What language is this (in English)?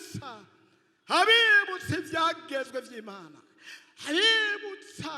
Rundi